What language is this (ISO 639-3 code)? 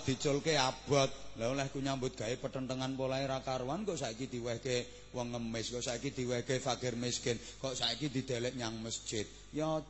jav